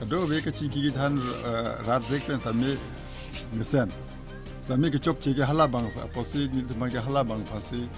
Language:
Karbi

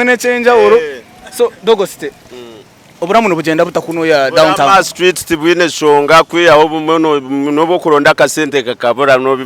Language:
Nyankole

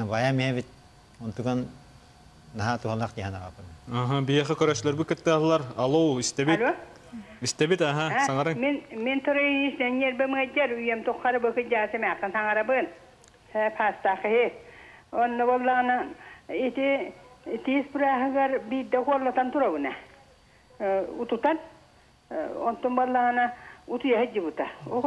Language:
Yakut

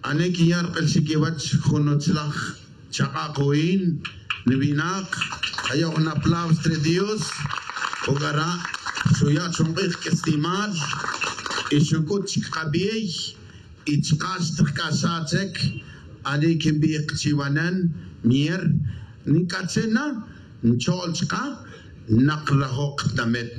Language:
Tz'utujil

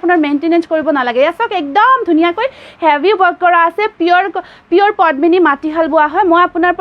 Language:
Assamese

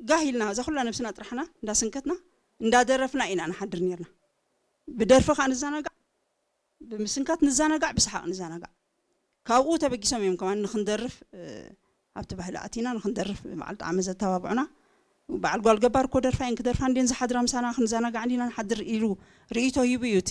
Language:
Tigrinya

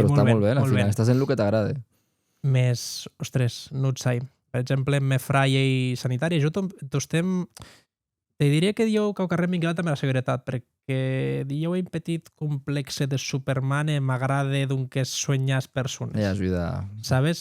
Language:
Occitan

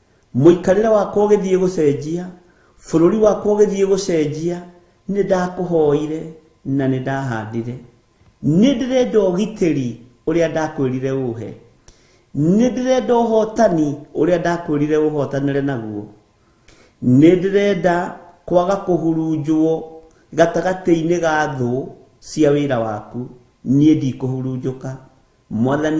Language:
Kikuyu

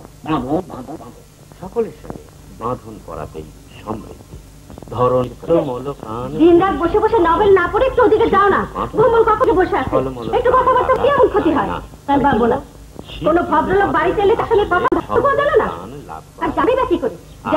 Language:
Bangla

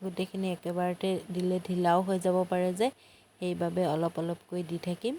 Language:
Assamese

